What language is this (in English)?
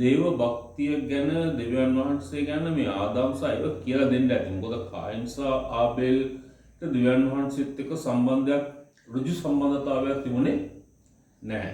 Sinhala